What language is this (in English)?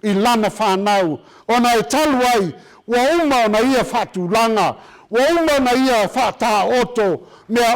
Samoan